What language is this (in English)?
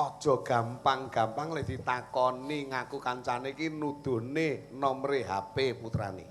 Javanese